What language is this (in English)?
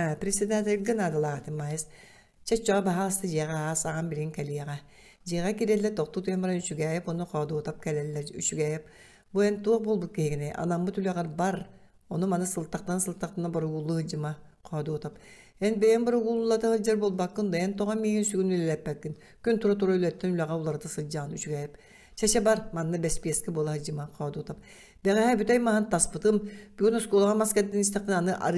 Yakut